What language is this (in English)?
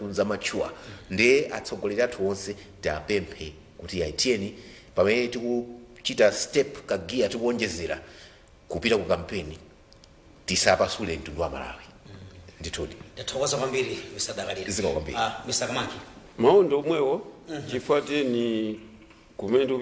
Nyanja